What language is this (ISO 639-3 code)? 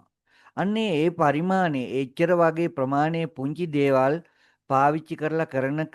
sin